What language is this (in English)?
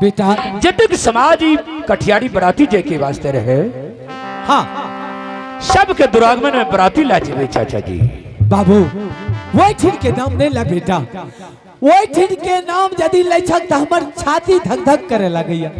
Angika